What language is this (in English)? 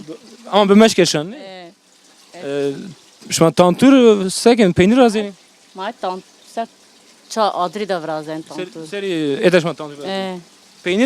Zaza